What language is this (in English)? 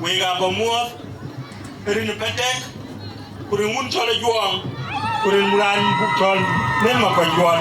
Dinka